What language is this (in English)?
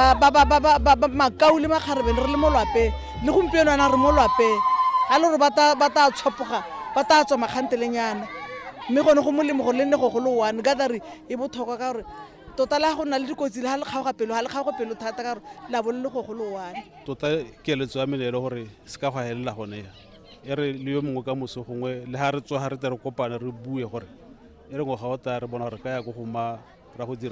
Tswana